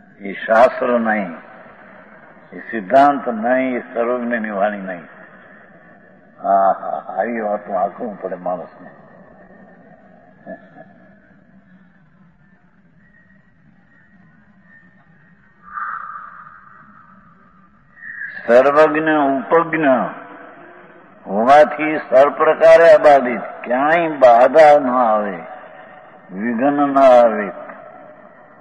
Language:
Gujarati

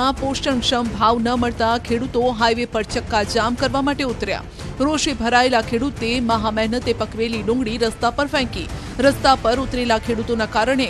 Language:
Gujarati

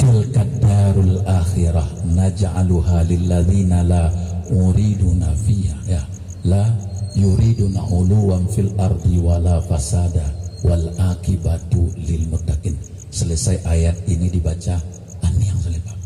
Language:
Minangkabau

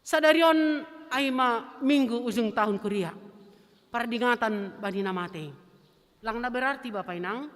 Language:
Batak Simalungun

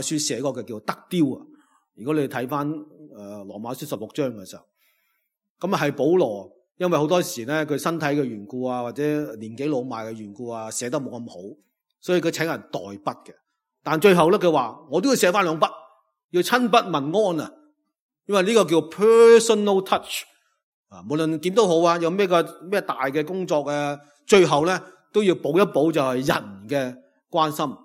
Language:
Cantonese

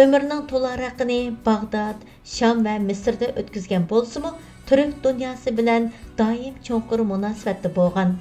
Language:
Uyghur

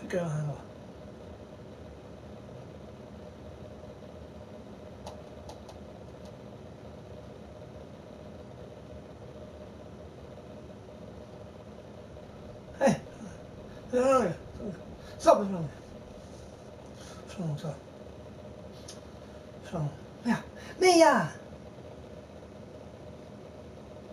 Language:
Swedish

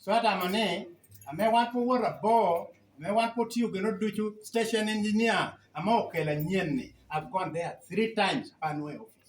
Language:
Lango (Uganda)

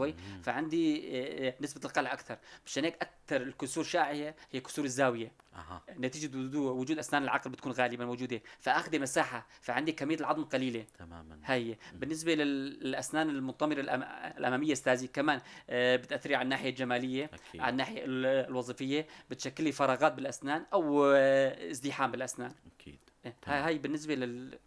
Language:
North Levantine Arabic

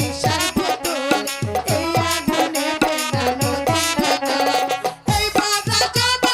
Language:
Bangla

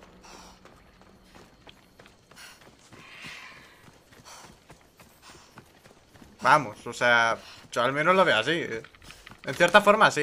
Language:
Spanish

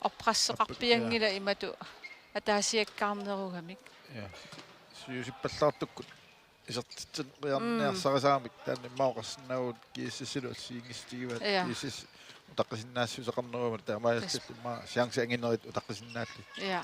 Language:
Kalaallisut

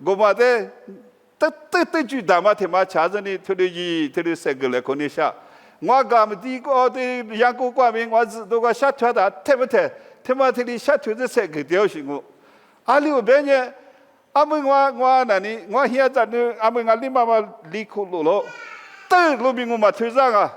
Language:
Lisu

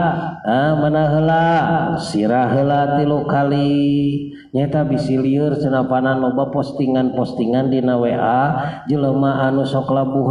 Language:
Sundanese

